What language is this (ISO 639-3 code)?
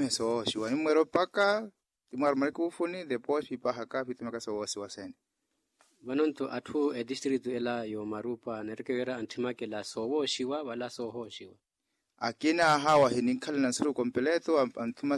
vmw